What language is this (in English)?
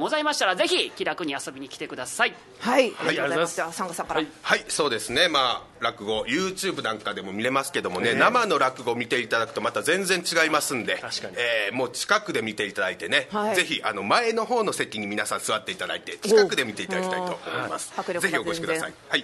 Japanese